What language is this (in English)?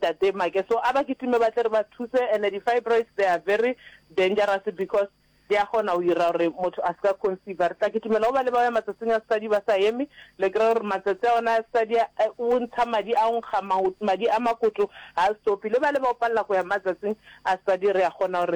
Northern Sotho